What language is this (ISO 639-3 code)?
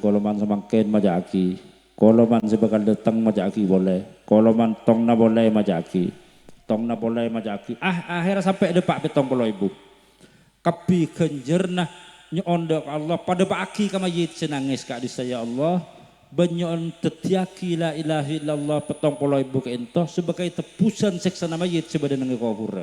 mad